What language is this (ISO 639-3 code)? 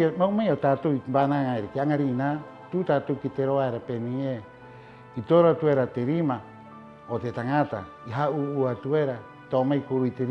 rap